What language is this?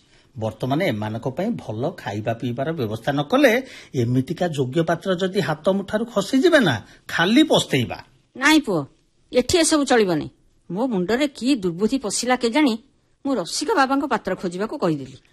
Odia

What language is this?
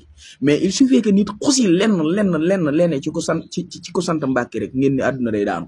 Wolof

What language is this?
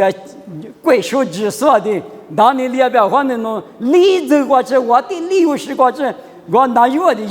Lisu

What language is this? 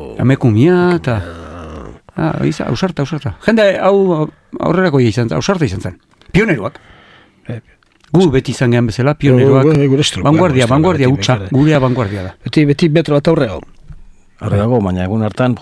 Basque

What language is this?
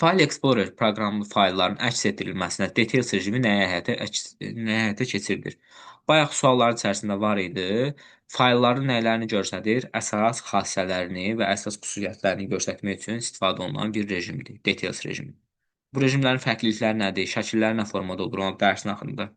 Azerbaijani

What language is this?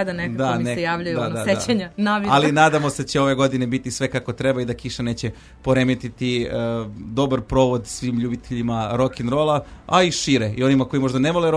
Serbian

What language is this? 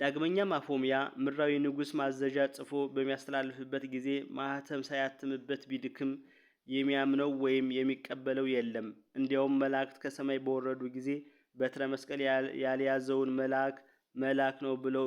Amharic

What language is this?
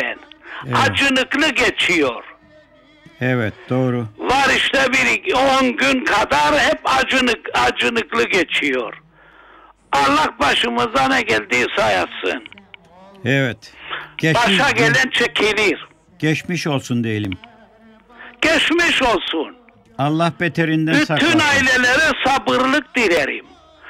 Turkish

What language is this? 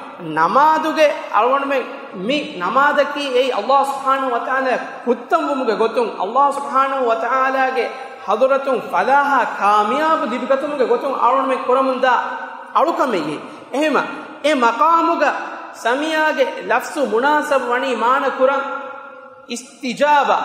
Divehi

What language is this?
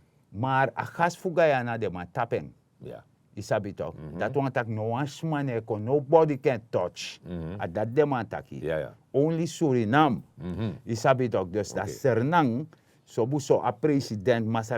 Sranan Tongo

